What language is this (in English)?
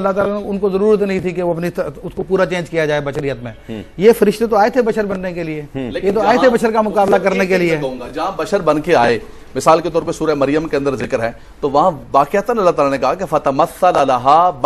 Urdu